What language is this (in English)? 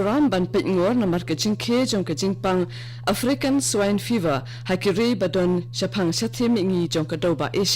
Khasi